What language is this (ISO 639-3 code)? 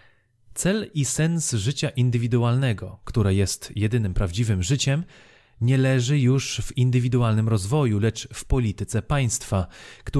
pol